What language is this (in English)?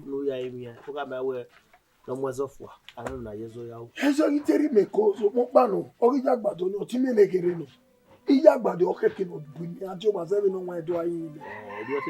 Bini